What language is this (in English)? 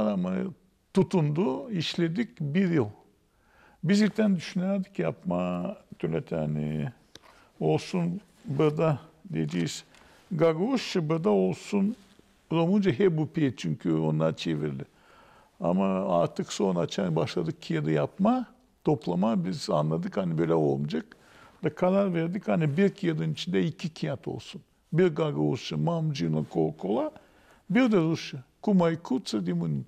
Gagauz